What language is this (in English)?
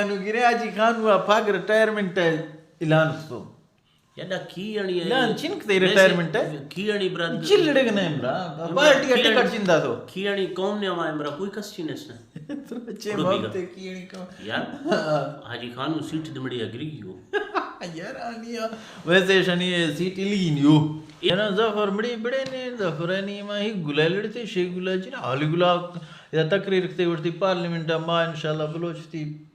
Eastern Balochi